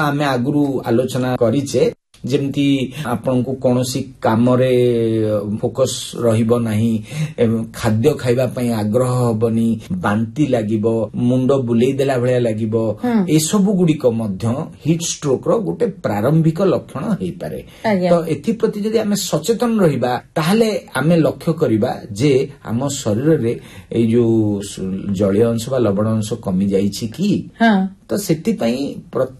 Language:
Odia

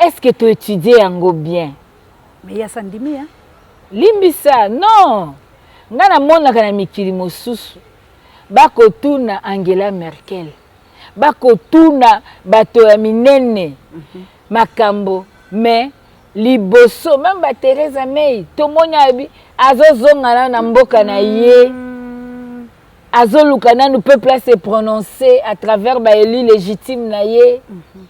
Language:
Lingala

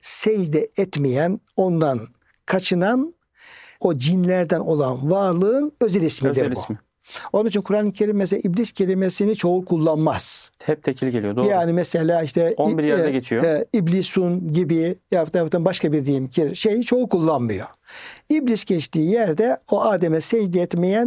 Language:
Turkish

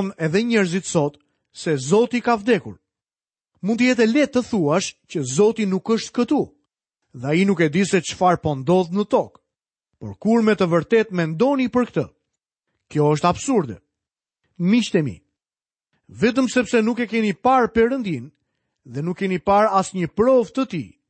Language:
Albanian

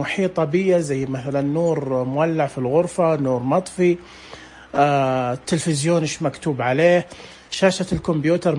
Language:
Najdi Arabic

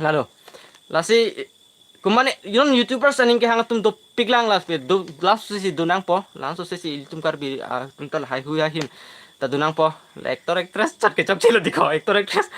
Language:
Karbi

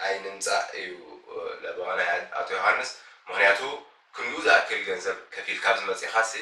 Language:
Tigrinya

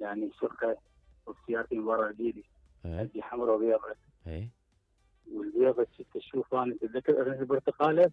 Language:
Mesopotamian Arabic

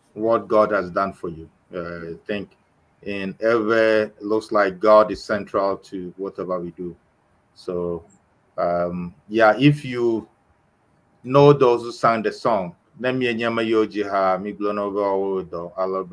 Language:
Ewe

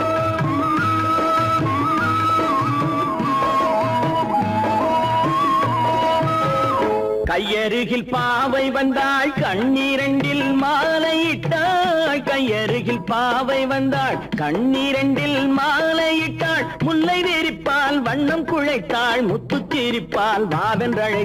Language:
Tamil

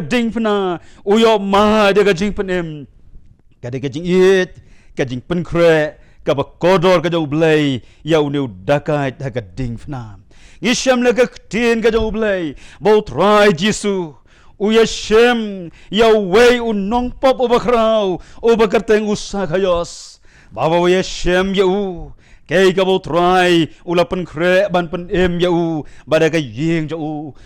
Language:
Khasi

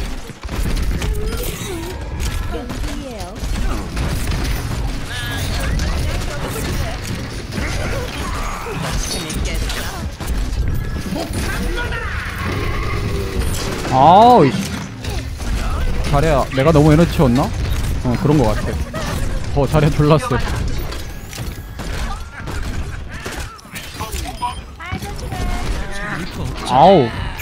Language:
Korean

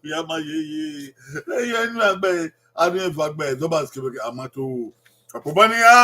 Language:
Bini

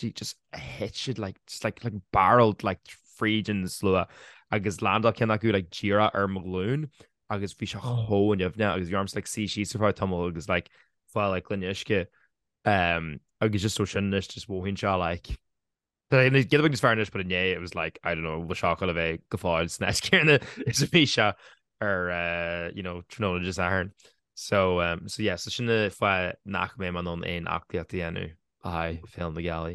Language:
Irish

